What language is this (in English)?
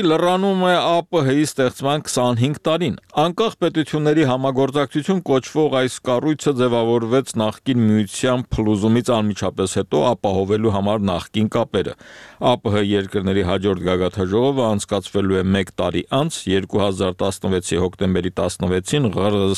Armenian